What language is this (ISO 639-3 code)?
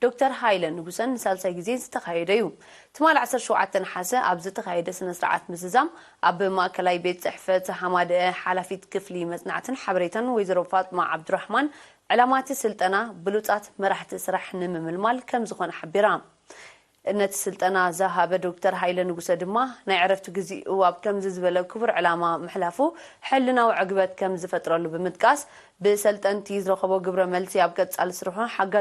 tir